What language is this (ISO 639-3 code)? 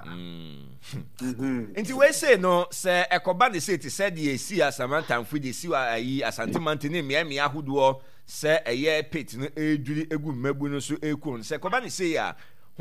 aka